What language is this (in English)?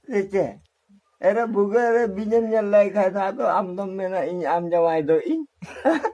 Santali